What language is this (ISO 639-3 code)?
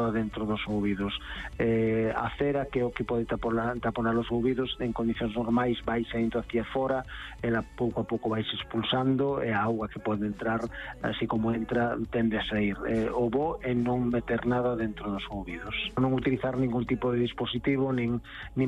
glg